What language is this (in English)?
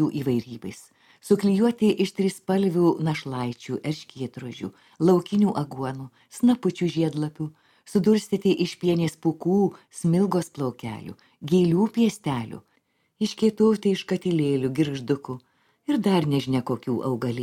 Lithuanian